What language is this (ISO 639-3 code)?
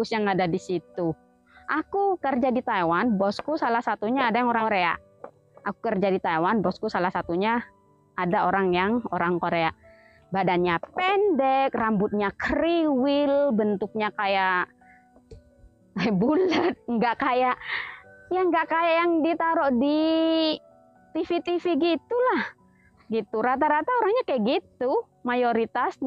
ind